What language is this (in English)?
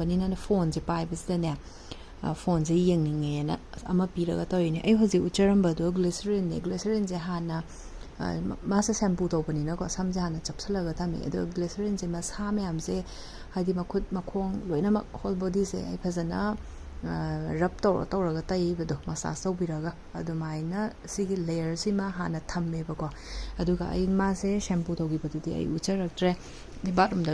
Manipuri